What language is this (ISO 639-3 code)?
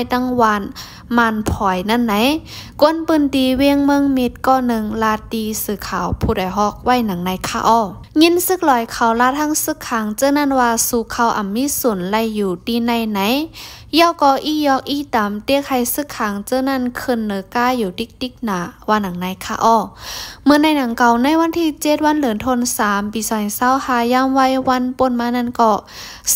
shn